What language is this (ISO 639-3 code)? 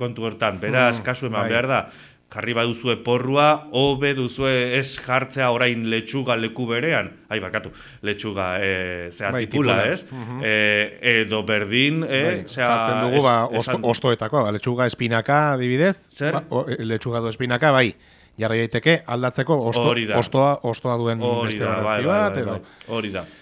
eus